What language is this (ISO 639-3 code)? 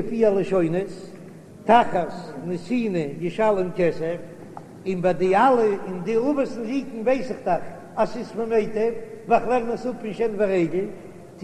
yid